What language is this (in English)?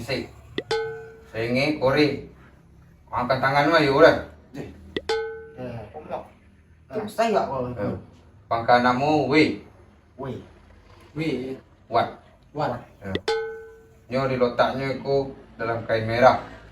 Minangkabau